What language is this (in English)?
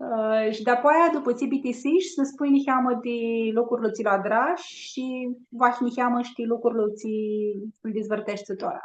Aromanian